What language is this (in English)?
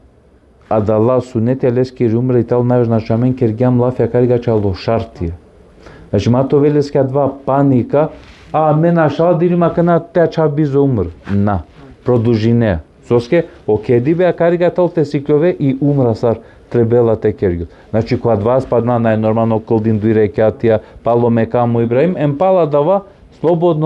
Balkan Romani